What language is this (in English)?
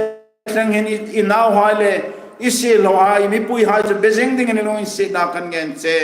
Hmar